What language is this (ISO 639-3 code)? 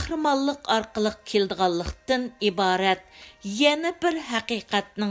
uig